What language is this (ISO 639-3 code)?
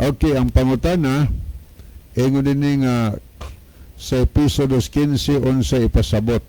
ceb